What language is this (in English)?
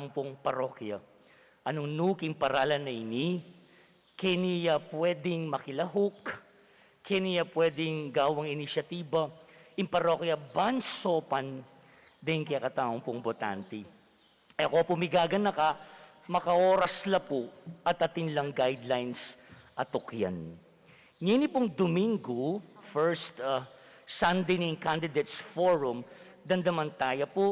Pampanga